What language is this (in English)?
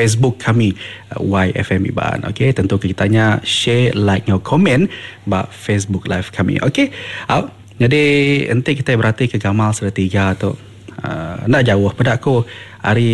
Iban